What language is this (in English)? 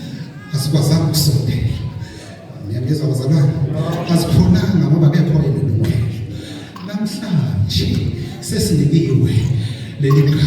Zulu